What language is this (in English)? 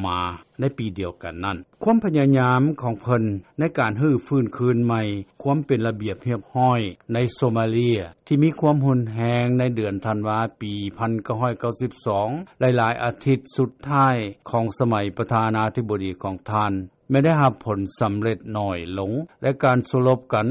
Lao